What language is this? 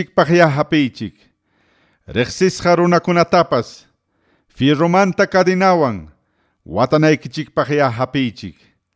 Ayacucho Quechua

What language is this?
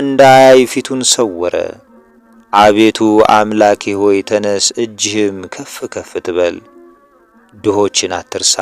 Amharic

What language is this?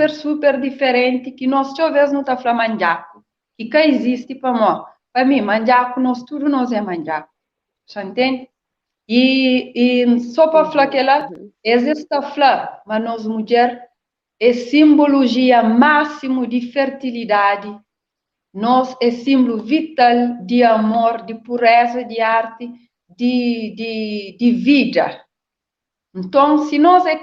Kabuverdianu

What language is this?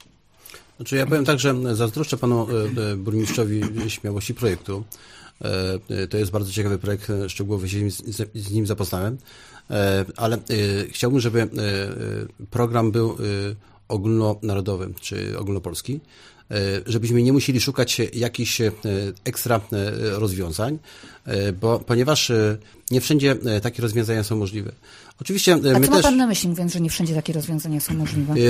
Polish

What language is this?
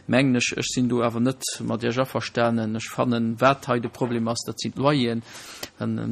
Luxembourgish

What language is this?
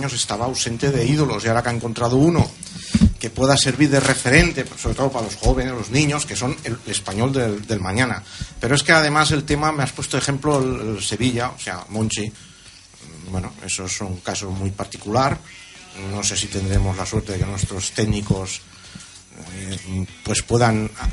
Spanish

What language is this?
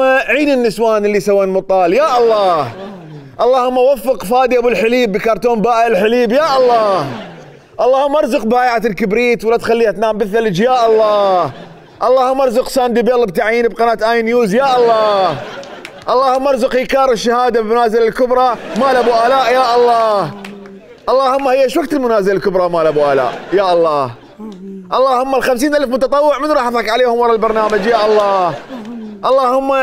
Mesopotamian Arabic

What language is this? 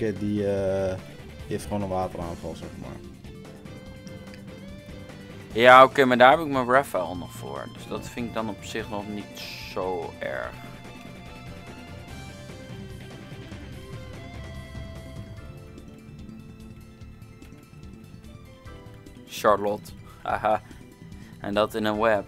Dutch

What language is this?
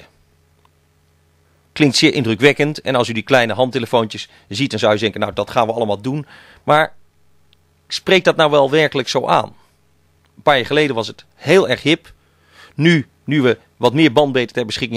Dutch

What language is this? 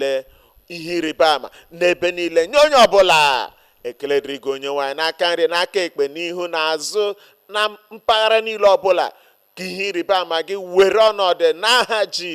Igbo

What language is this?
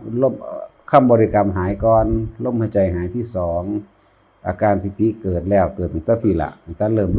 Northeastern Thai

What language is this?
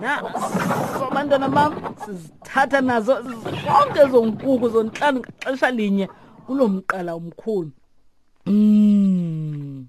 Xhosa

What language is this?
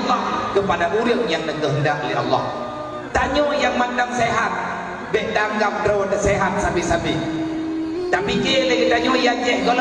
Achinese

